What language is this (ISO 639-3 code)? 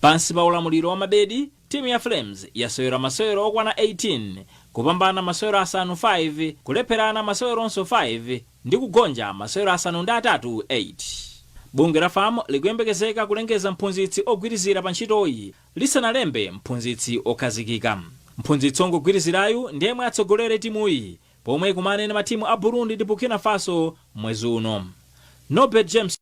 nya